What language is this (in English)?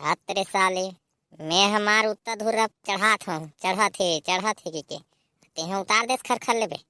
Chhattisgarhi